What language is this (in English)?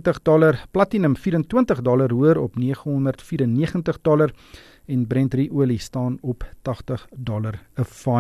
Afrikaans